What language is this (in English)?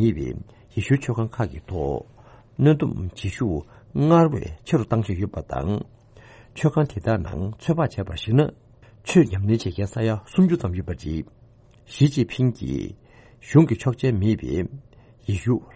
Tibetan